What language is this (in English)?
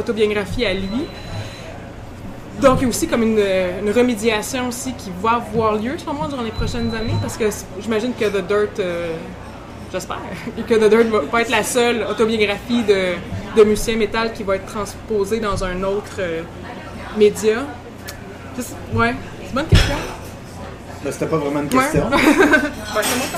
French